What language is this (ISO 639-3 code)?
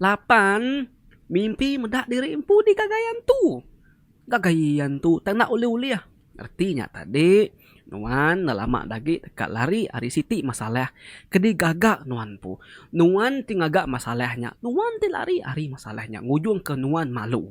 iba